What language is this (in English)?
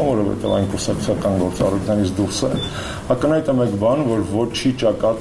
Armenian